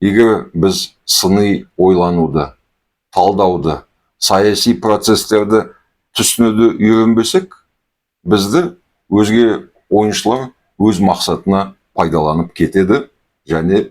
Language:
Kazakh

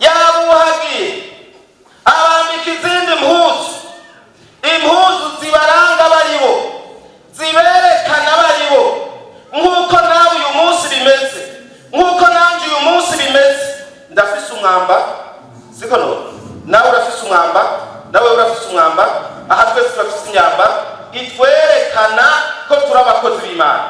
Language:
Rundi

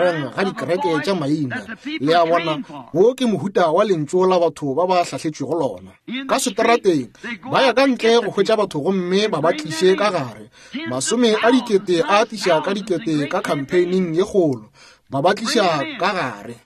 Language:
Northern Sotho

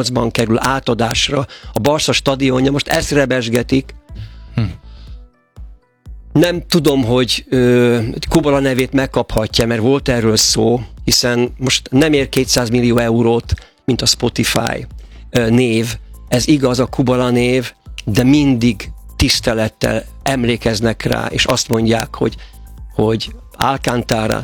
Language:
Hungarian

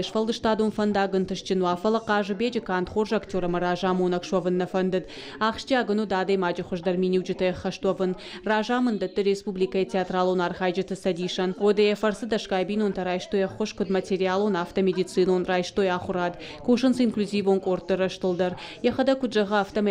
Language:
Ossetic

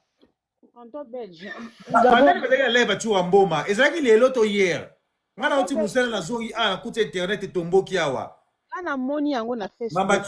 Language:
Lingala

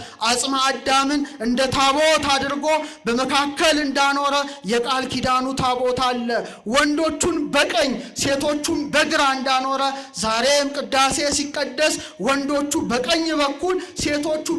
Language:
Amharic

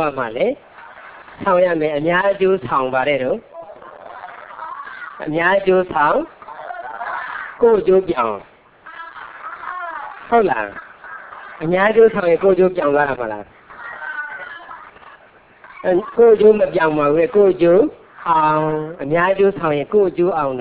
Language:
Burmese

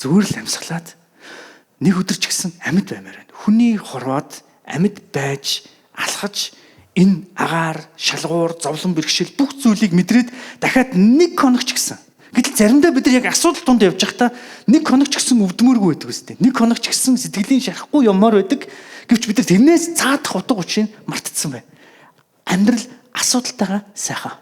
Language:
Mongolian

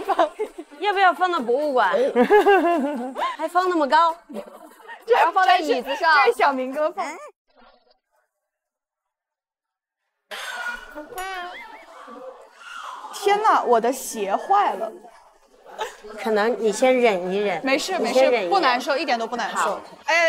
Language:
Chinese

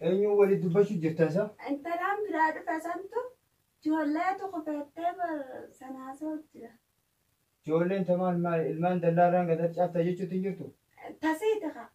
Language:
Oromo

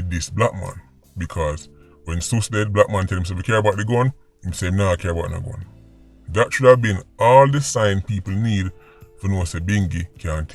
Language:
Jamaican Creole English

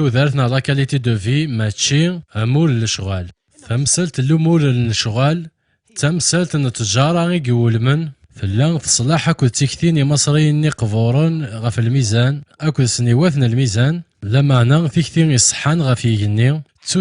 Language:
Kabyle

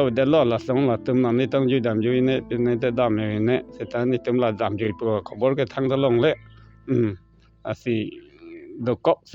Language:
Karbi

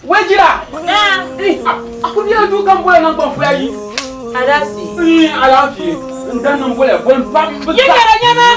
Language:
Dagbani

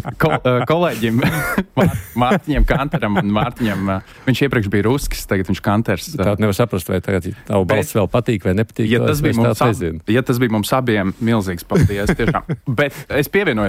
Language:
Latvian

